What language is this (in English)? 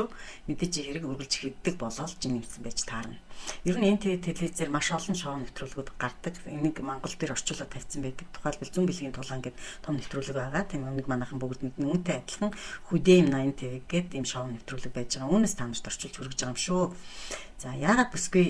Mongolian